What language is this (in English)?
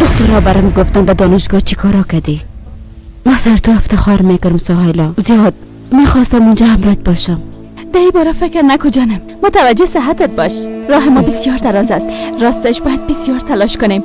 Persian